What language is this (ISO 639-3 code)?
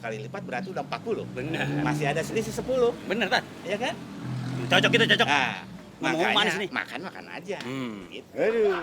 bew